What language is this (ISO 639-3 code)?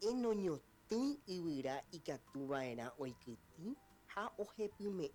grn